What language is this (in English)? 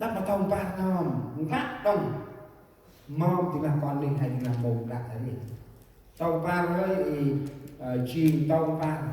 Central Mnong